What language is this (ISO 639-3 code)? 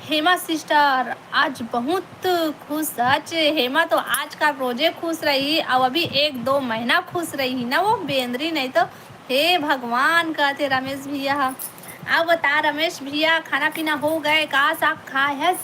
hne